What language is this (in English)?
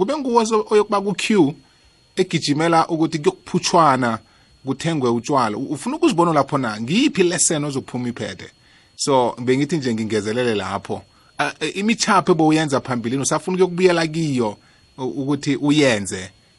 South Ndebele